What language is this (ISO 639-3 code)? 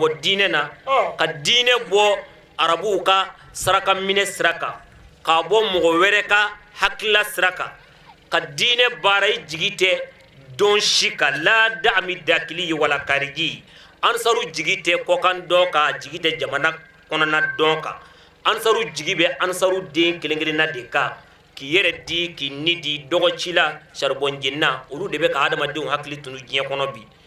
bam